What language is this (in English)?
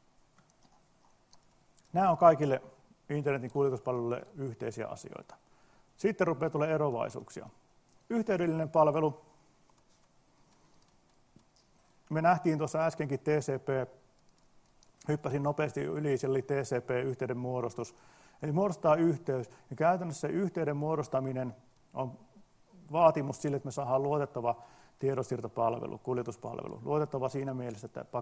Finnish